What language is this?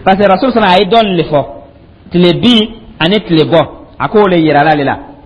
Dyula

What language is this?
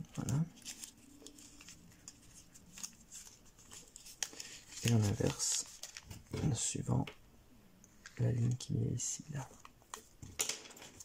French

